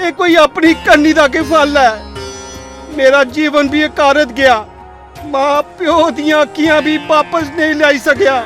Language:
Dogri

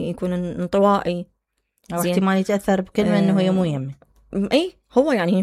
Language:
Mesopotamian Arabic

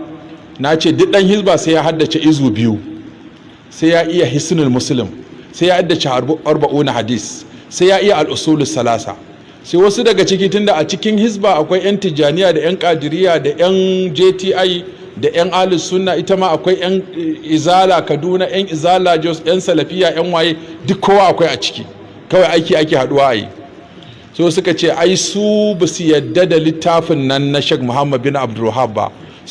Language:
Hausa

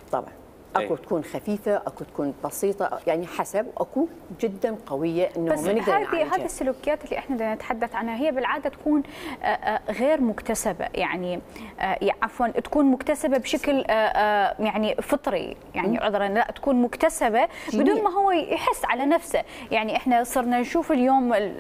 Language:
Mesopotamian Arabic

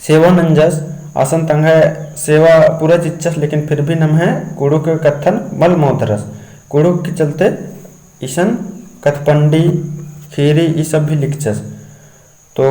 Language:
Kurukh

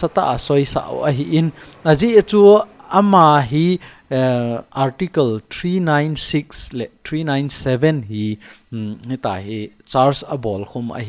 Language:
Thado Chin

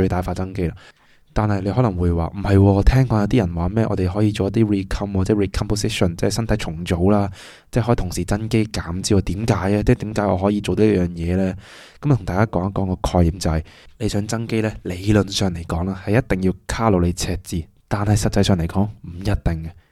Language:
Cantonese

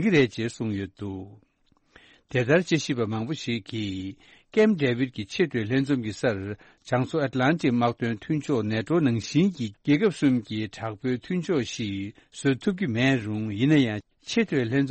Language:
Tibetan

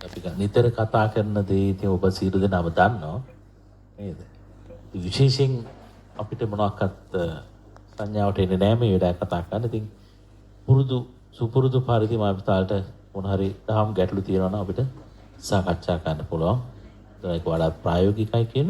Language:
Sinhala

